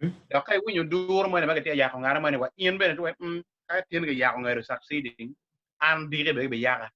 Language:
Acoli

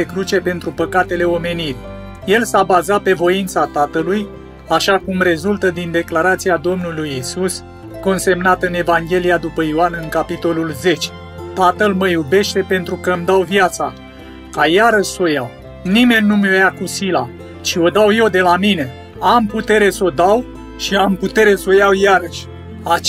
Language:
Romanian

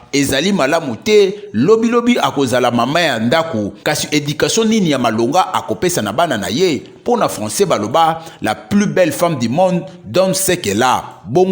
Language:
Lingala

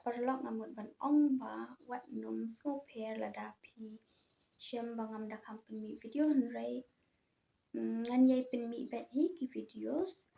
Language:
Khasi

